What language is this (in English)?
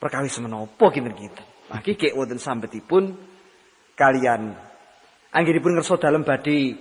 Javanese